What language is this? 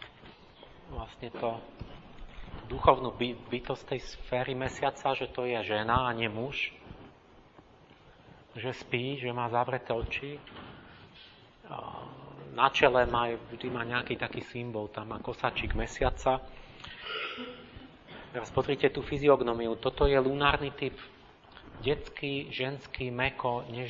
Slovak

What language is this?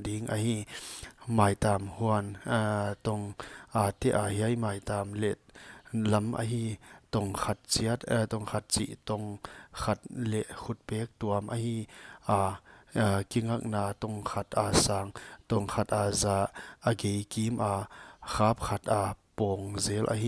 Paite Chin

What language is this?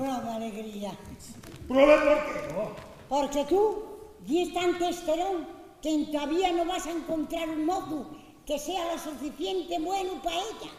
Asturian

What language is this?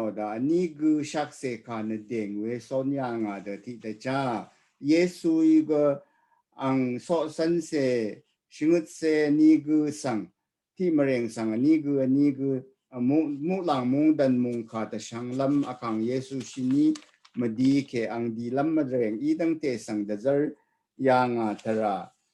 Rawang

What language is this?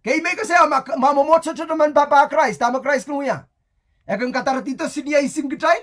Pohnpeian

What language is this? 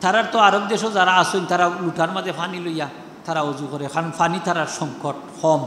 Sylheti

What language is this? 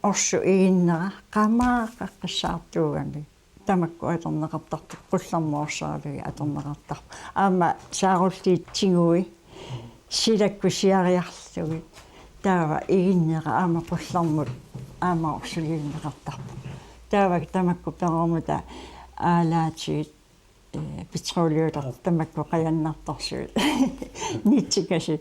Kalaallisut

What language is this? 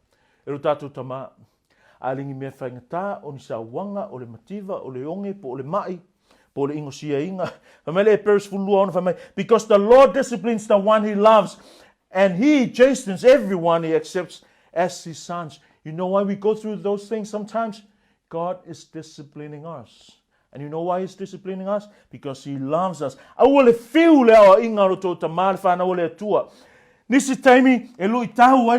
Samoan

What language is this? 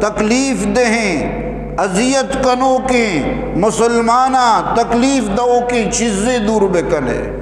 Eastern Balochi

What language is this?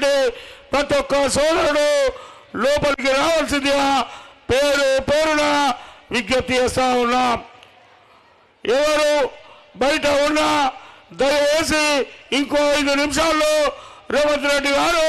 Telugu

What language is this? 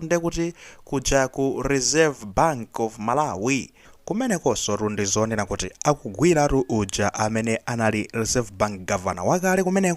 Nyanja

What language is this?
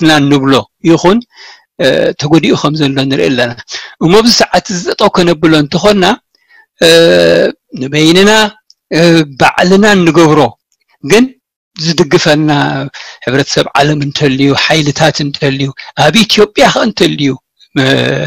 Tigrinya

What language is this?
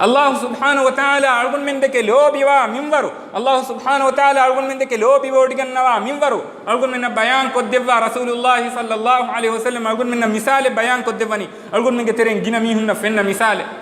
Divehi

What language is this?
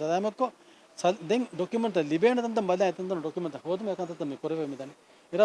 Divehi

